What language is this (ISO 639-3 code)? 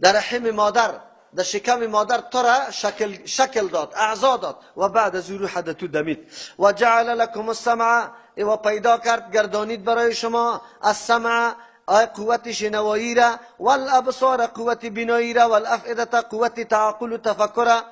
fas